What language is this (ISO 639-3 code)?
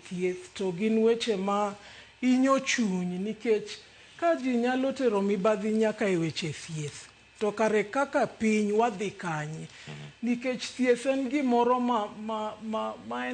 luo